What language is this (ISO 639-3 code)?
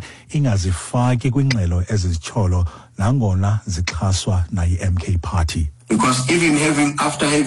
xho